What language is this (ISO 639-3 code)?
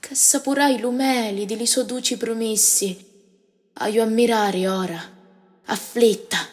scn